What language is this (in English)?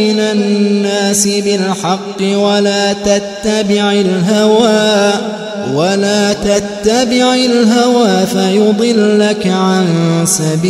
Arabic